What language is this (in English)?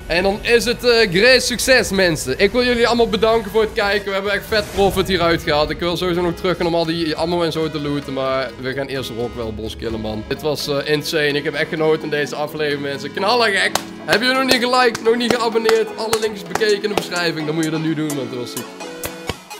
Dutch